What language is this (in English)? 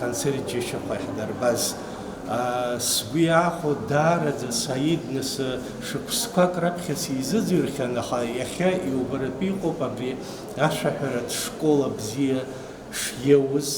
Abkhazian